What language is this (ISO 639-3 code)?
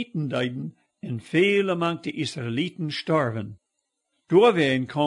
pdt